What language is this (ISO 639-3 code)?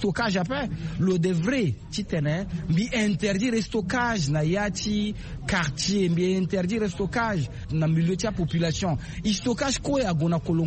sag